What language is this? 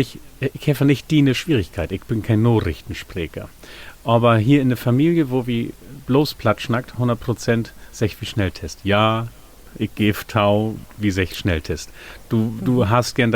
Low German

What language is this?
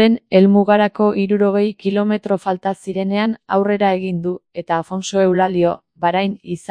Basque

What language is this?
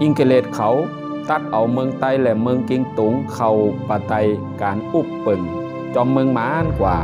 Shan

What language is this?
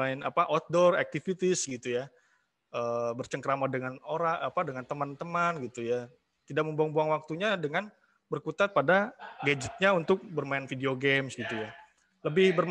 Indonesian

